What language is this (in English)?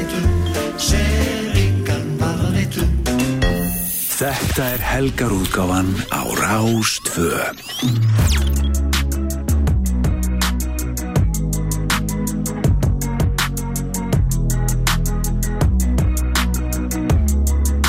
Icelandic